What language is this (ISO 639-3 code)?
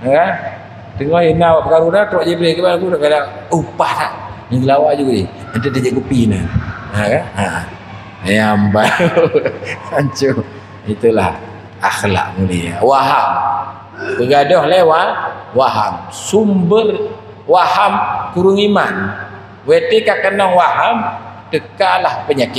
ace